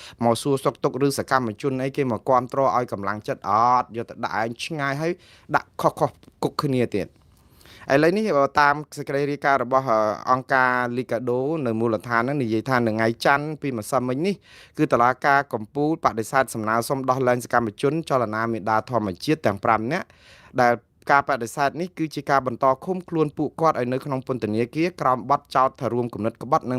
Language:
Khmer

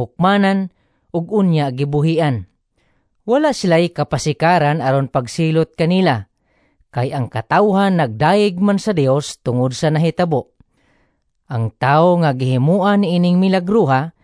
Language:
Cebuano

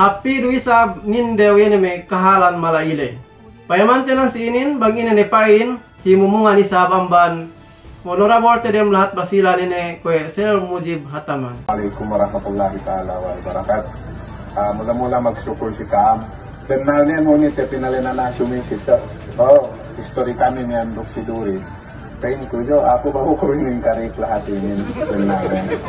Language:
Yakan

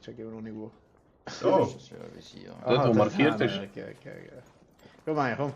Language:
Swiss German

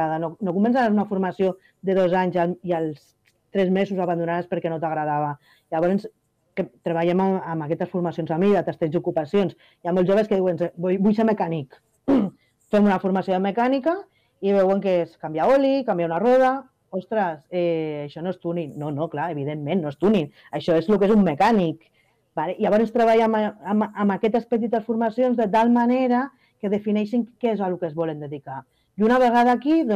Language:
Catalan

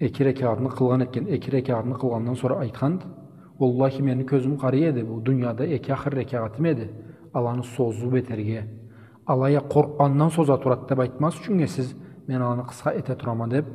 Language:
Karachay-Balkar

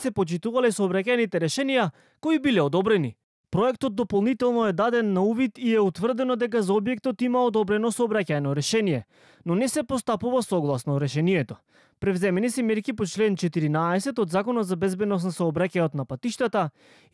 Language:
Macedonian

